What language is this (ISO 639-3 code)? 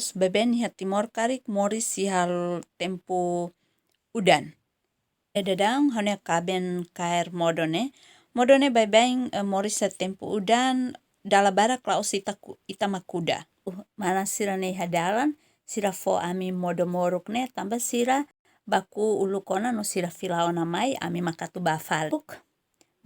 tet